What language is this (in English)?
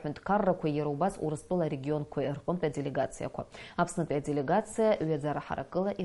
Abkhazian